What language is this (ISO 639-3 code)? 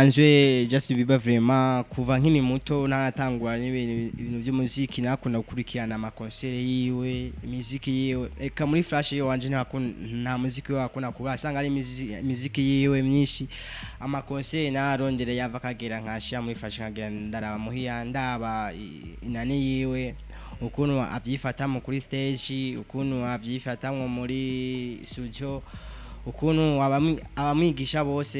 run